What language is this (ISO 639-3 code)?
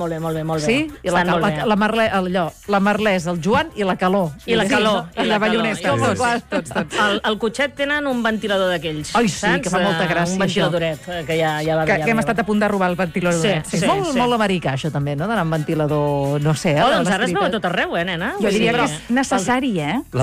cat